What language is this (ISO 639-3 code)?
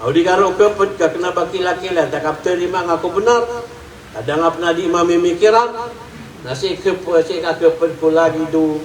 mrw